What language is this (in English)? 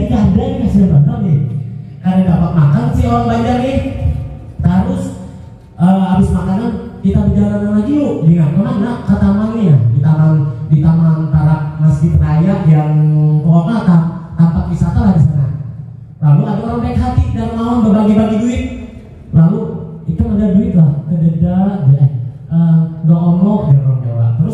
Banjar